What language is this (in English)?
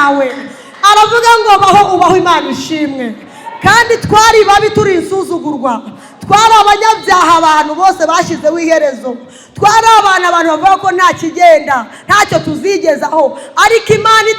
Kinyarwanda